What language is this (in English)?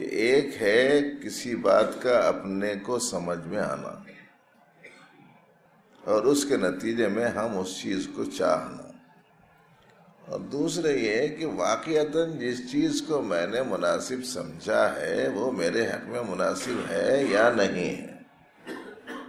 Urdu